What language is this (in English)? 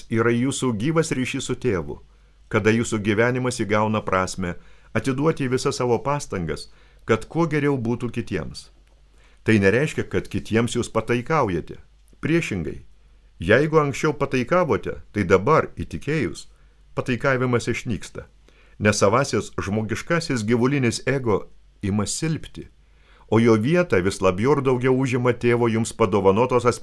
Lithuanian